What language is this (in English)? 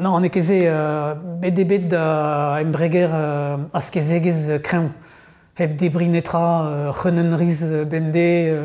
Breton